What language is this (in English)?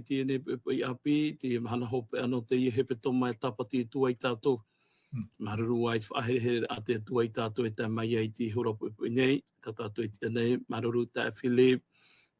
Tahitian